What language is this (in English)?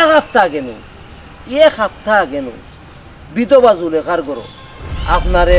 Sylheti